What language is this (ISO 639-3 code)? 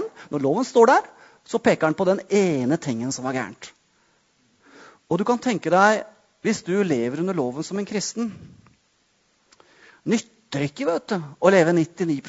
nor